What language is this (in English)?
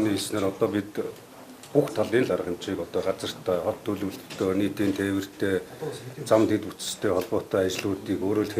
Mongolian